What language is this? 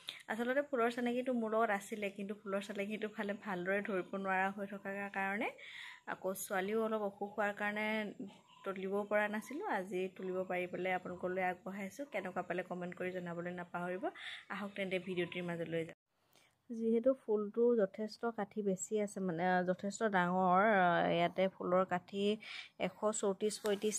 Assamese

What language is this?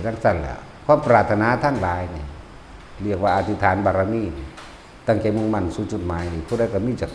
Northeastern Thai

